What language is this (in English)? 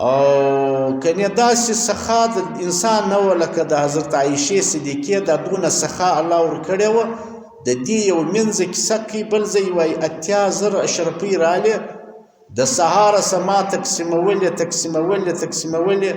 Pashto